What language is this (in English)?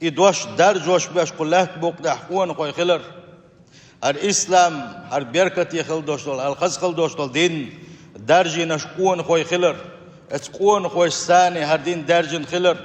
Chechen